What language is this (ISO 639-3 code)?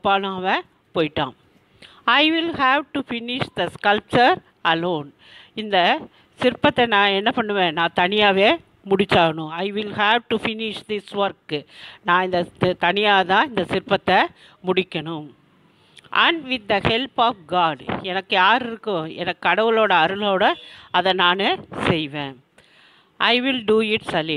tam